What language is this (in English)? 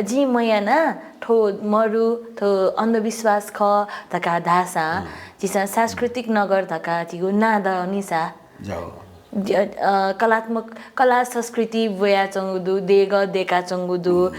Newari